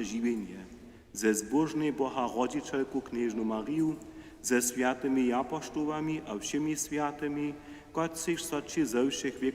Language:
Upper Sorbian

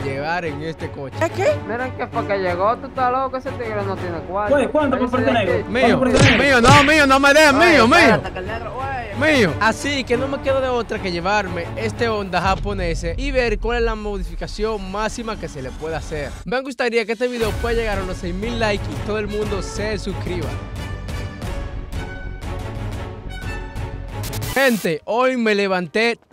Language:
Spanish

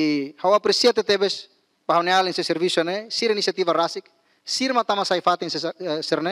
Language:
Tetum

